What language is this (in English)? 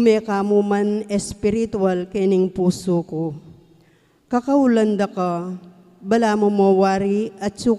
Pampanga